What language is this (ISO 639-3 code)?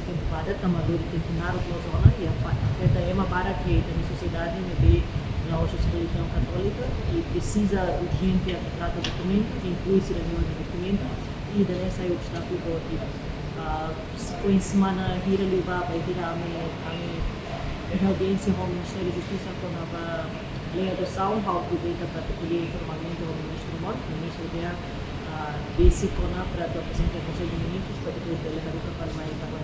tet